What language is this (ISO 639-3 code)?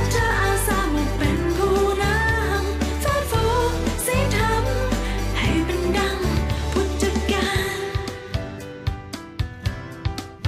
tha